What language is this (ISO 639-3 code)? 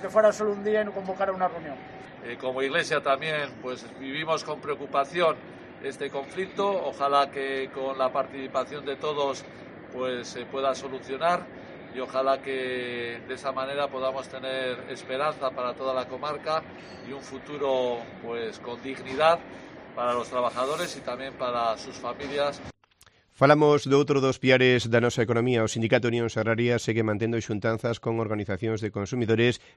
glg